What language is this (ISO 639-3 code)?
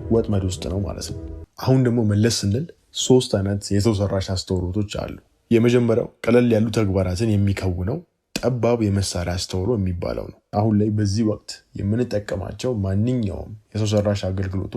amh